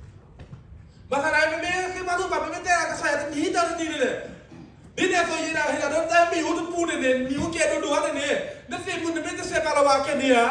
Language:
S'gaw Karen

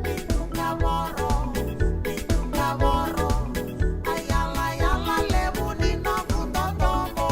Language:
Fijian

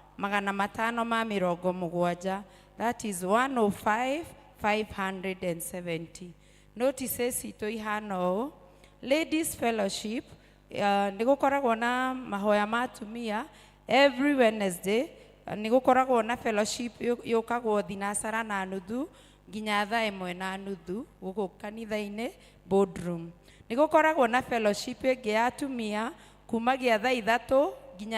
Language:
Kikuyu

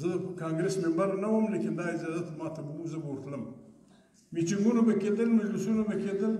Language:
Pashto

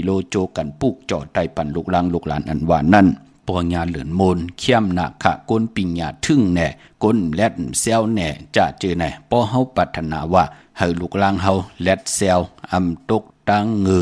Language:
Shan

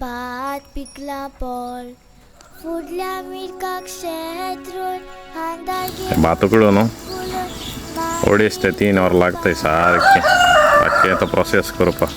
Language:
Konkani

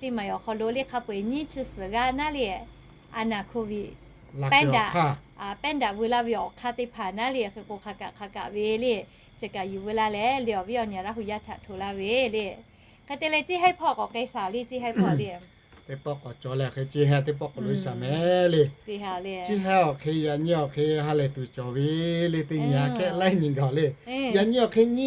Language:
Lahu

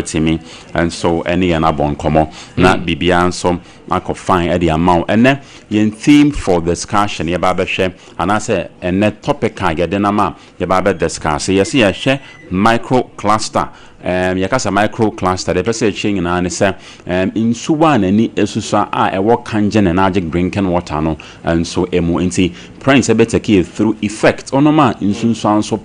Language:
Akan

